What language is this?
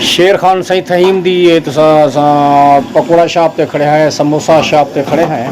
Saraiki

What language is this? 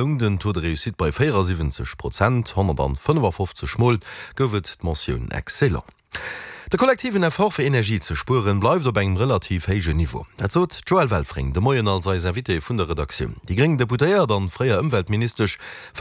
Luxembourgish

